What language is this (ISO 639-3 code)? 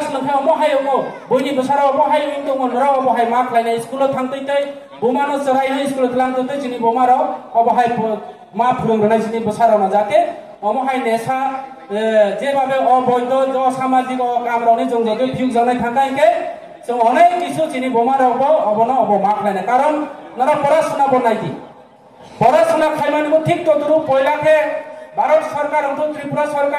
ria